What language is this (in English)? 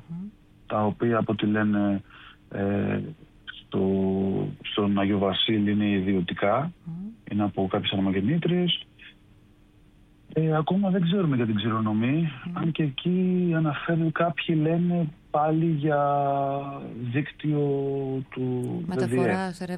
Greek